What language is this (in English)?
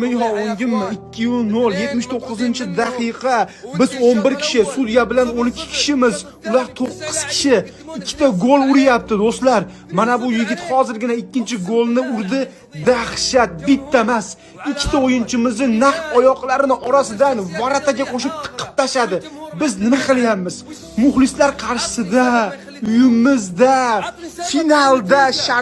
Uzbek